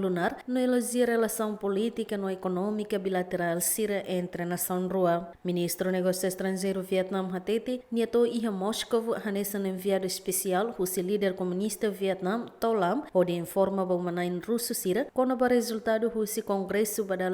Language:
Tetum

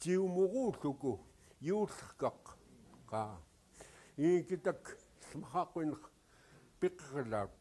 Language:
Central Yupik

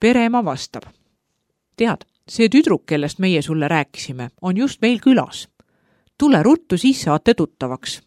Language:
Estonian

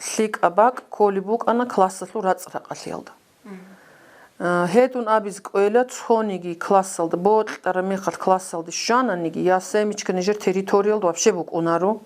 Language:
Avaric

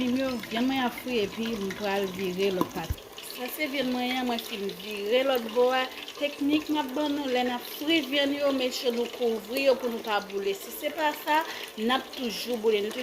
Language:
Haitian Creole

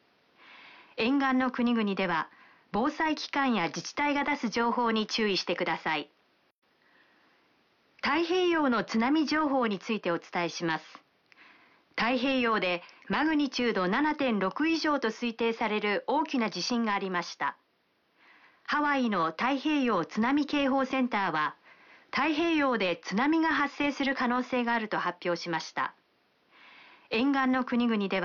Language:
Japanese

